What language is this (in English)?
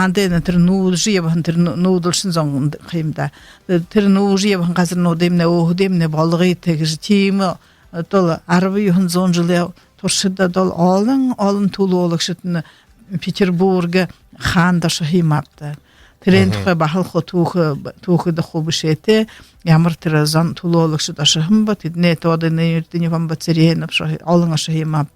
Buriat